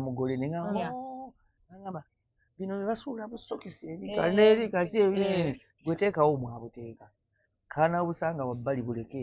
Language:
Ganda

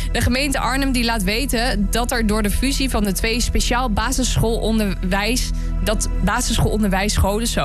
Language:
Dutch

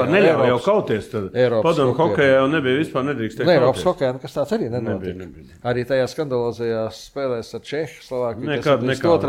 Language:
Latvian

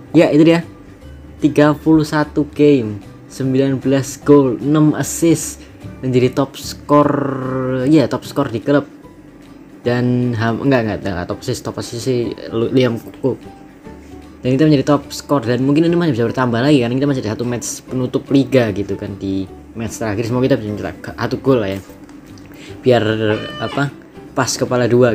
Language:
Indonesian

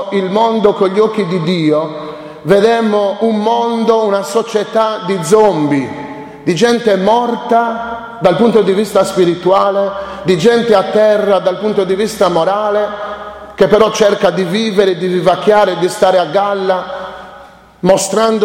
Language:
Italian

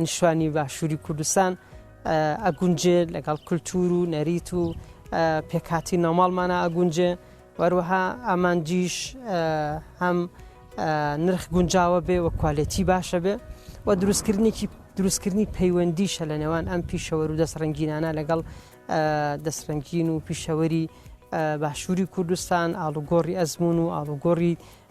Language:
Central Kurdish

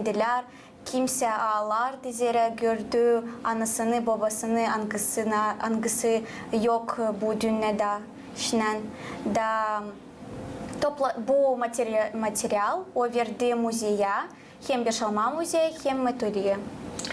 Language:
Gagauz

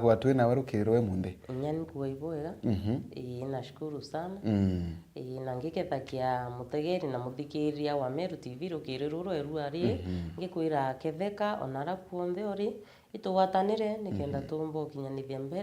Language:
Meru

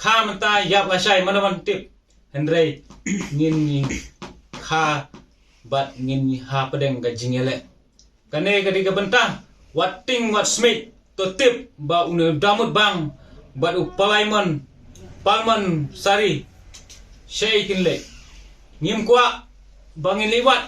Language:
Khasi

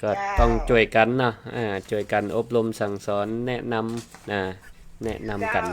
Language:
Northern Thai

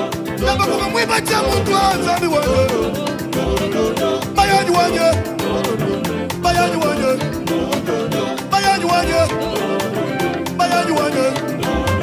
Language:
Swahili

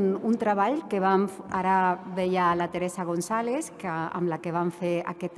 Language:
Catalan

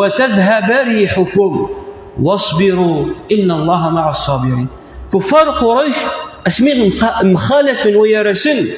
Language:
Kabyle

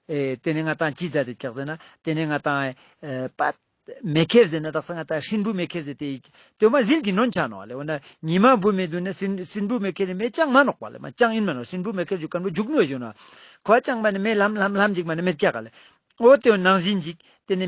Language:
Ladakhi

